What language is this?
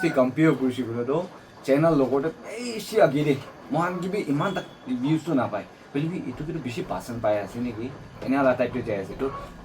Naga Pidgin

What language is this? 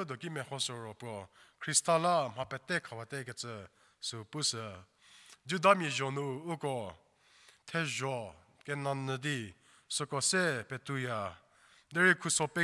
Angami Naga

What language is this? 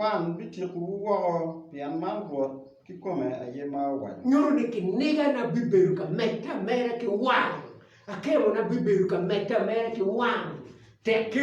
Acoli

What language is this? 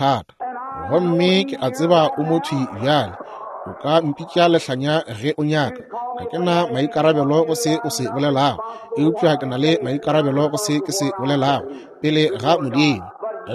Northern Sotho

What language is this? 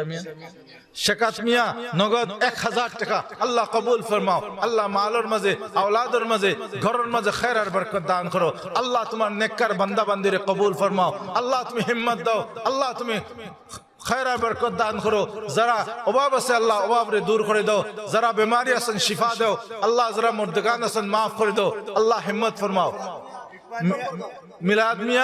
Sylheti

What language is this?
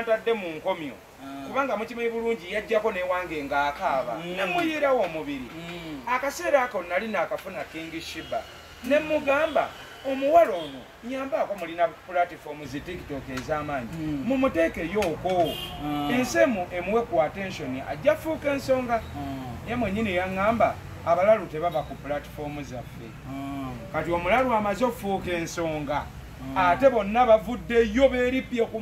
Ganda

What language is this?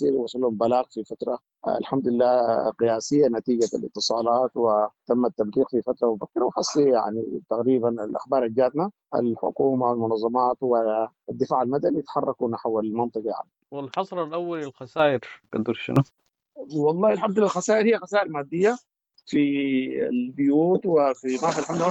Sudanese Arabic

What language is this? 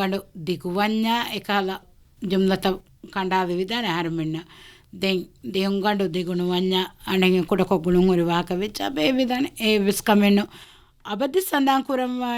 Divehi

